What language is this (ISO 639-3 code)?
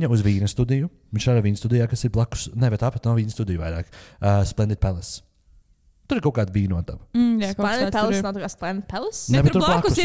lav